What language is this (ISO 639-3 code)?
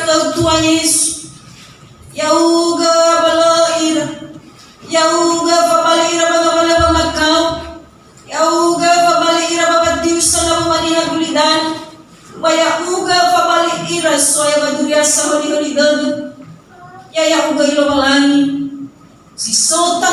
nia